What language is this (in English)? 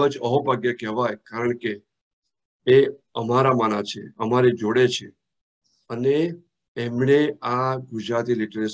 Gujarati